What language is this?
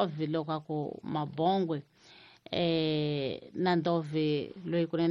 Tsonga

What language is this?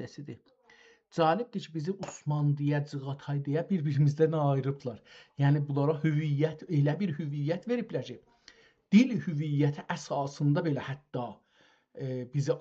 South Azerbaijani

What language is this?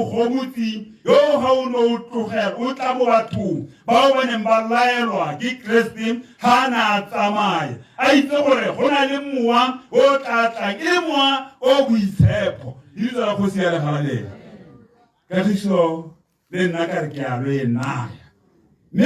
Tswana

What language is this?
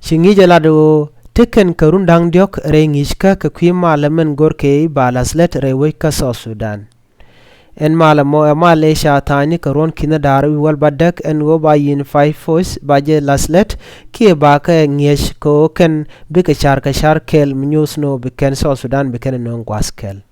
Nuer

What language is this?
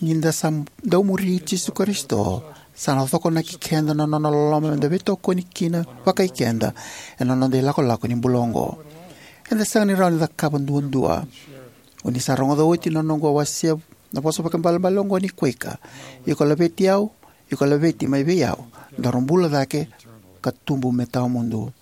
Fijian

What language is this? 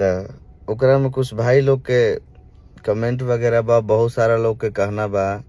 Bhojpuri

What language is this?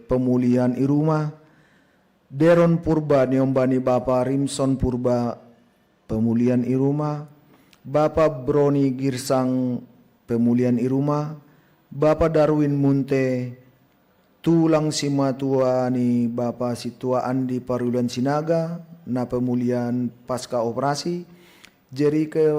Batak Simalungun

